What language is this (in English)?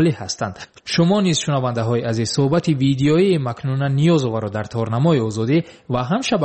Tajik